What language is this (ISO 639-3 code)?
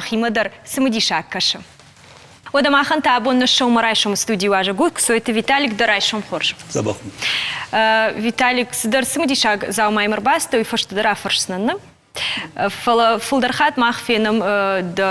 oss